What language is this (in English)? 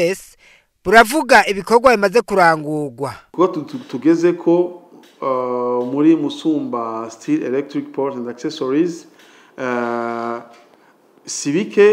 Rundi